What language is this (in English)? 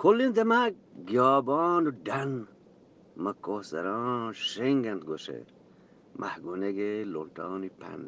Eastern Balochi